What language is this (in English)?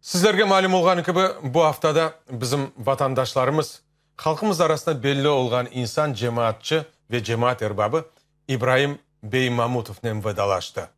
Crimean Tatar